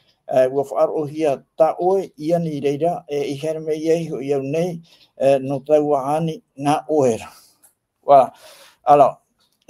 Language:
Tahitian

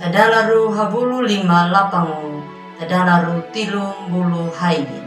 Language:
Anakalangu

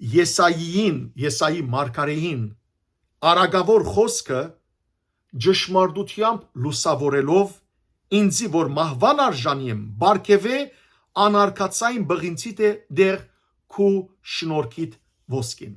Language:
Western Armenian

